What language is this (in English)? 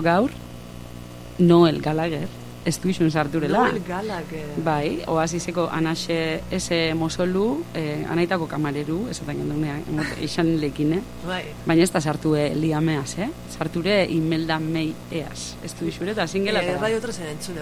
Basque